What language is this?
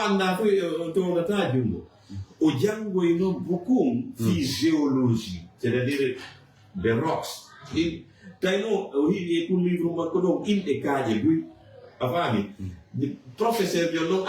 Fula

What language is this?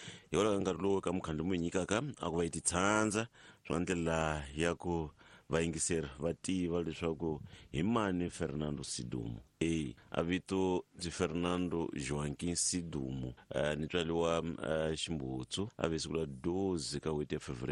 Tsonga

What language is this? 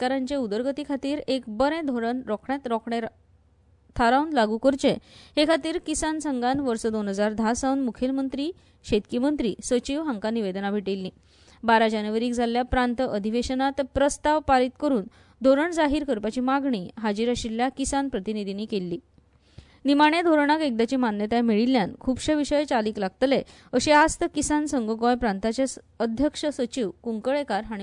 Konkani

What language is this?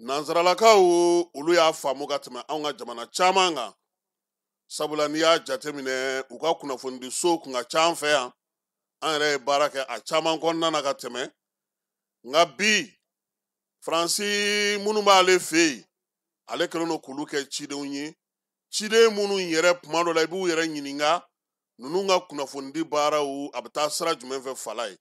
Bambara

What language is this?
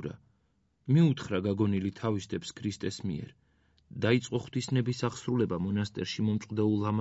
Georgian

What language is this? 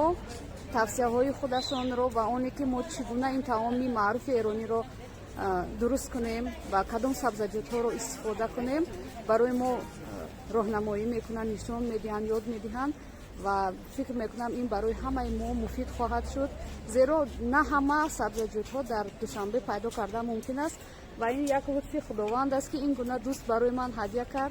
Tajik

